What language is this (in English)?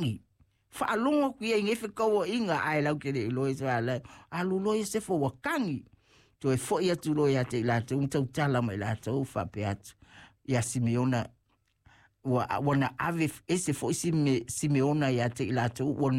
Samoan